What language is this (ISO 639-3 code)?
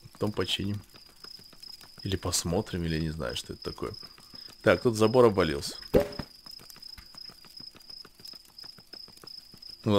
rus